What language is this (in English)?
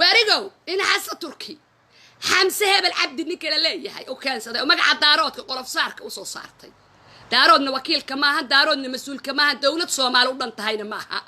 Somali